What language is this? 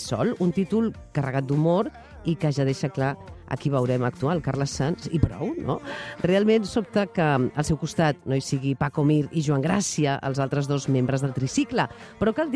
Catalan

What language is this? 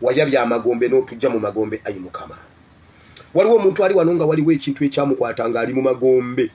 Ganda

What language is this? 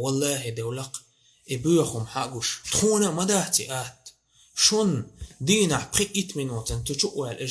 Chechen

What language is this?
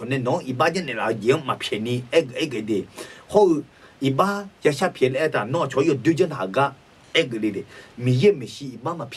Akha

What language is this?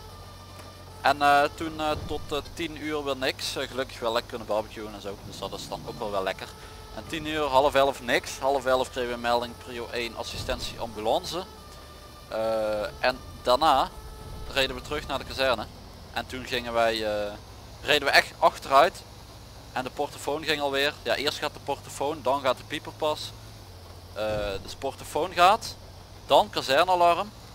Dutch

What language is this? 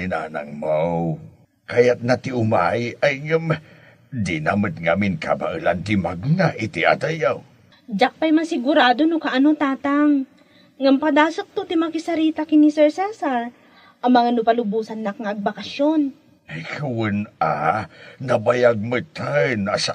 Iloko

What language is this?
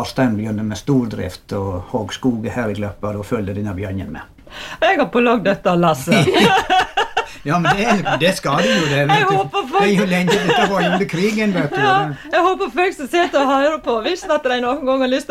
Norwegian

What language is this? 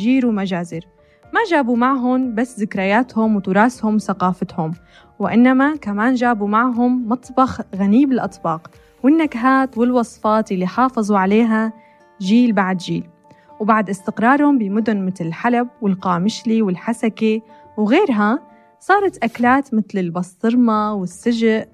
North Levantine Arabic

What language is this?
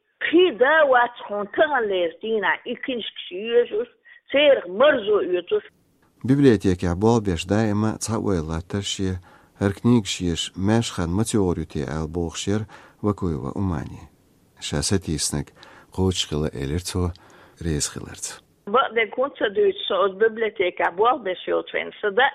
Chechen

